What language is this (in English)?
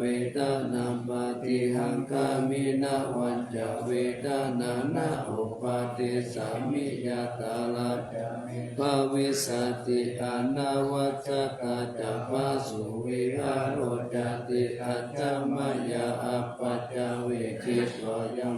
Pali